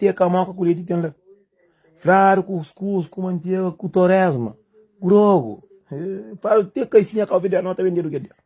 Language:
Kabuverdianu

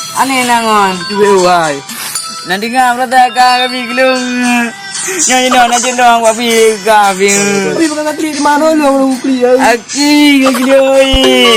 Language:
Achinese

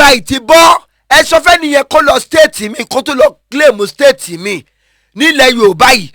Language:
Yoruba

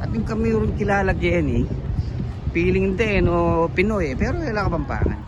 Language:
Pampanga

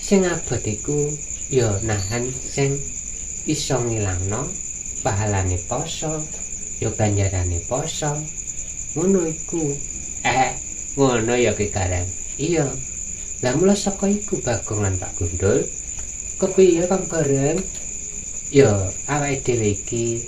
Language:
Javanese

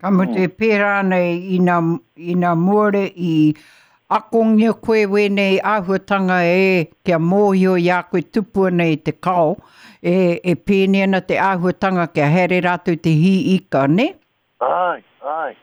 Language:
Māori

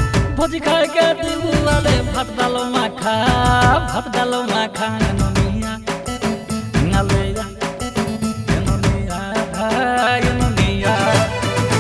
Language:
Bhojpuri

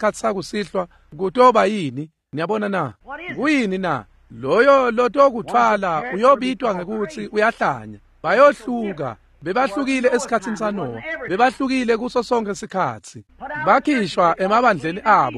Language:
Swati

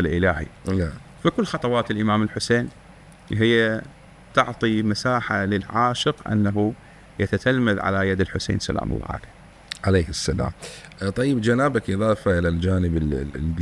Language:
Mesopotamian Arabic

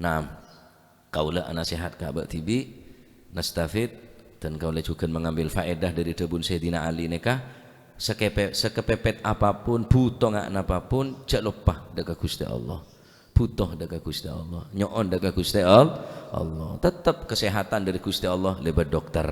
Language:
Madurese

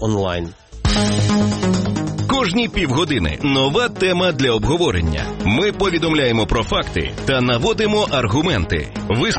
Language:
Ukrainian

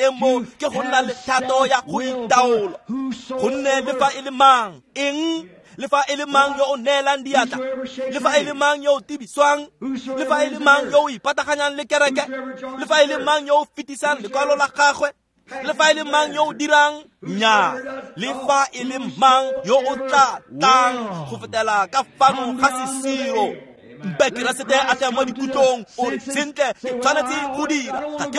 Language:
Tswana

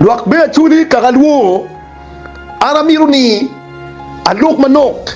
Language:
Acoli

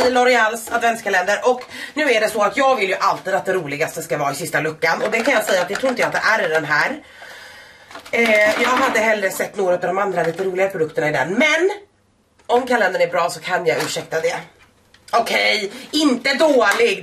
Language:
Swedish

